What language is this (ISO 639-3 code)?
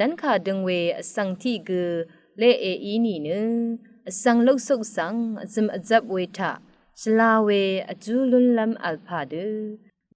raw